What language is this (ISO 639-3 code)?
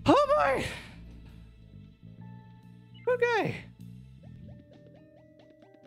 eng